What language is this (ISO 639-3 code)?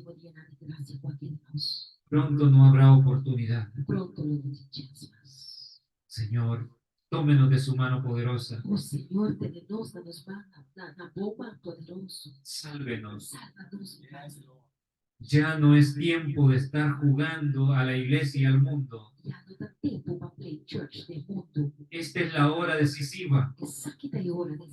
pap